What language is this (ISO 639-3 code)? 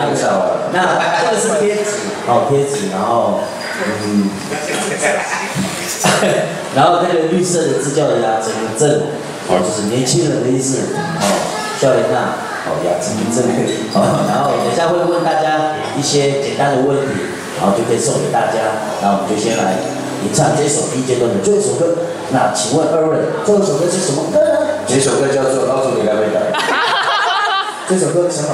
zho